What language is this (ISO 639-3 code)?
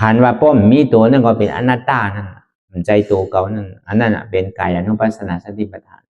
shn